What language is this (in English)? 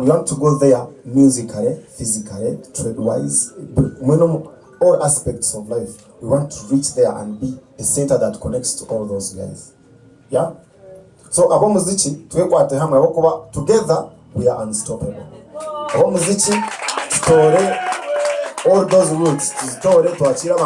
Nyankole